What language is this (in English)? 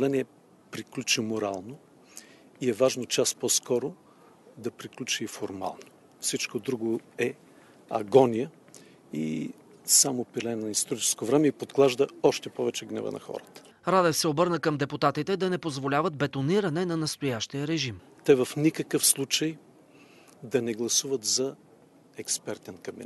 Bulgarian